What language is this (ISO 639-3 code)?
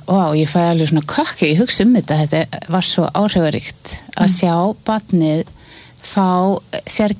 isl